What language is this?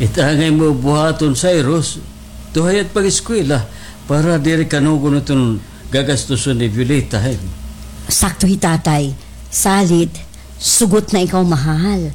Waray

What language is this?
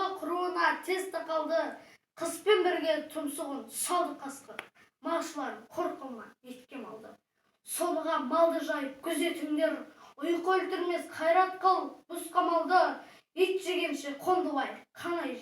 Kazakh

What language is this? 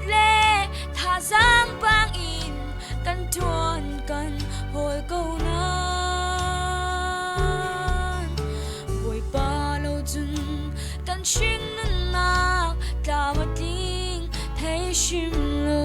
Falam Chin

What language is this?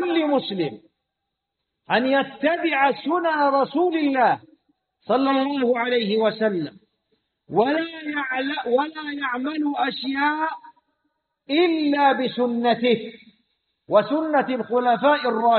Arabic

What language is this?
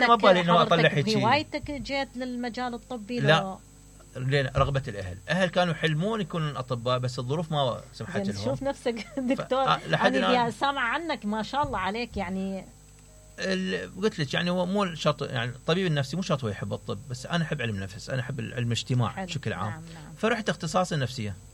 Mesopotamian Arabic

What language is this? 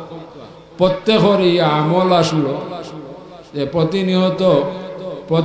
Sylheti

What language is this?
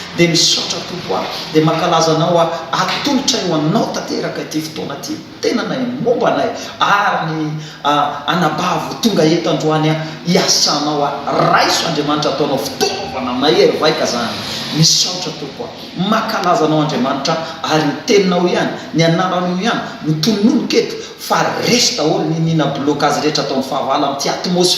Malagasy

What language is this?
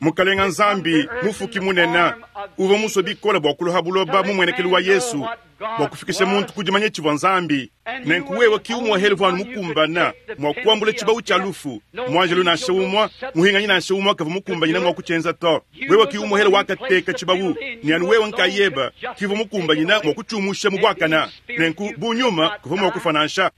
Luba-Lulua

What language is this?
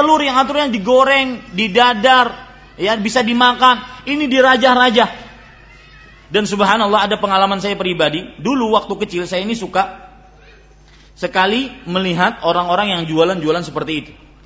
Indonesian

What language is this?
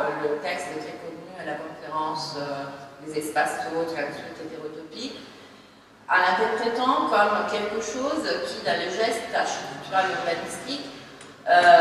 French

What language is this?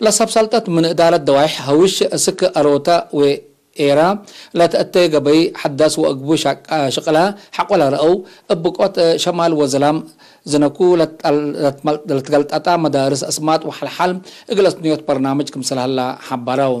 Tigre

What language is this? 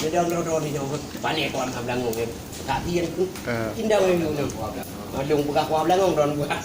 Achinese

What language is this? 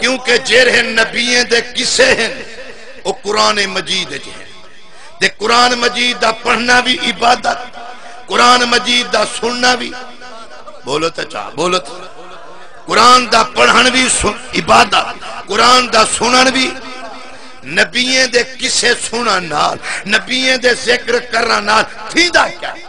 Saraiki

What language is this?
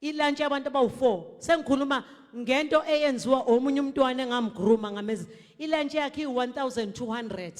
Zulu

